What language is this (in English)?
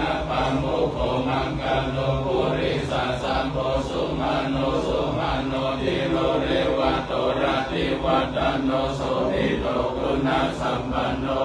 Pali